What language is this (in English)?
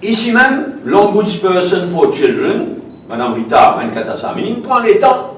Morisyen